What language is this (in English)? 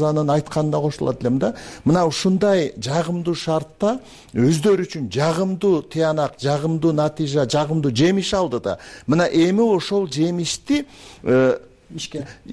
Kyrgyz